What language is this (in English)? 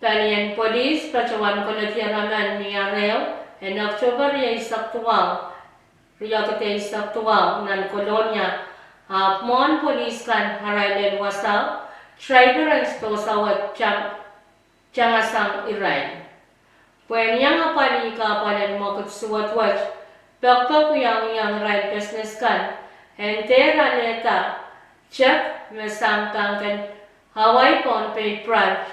Pohnpeian